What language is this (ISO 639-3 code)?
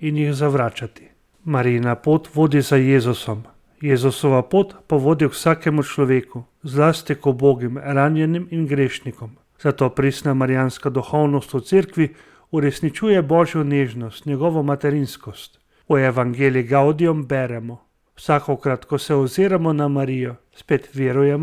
slv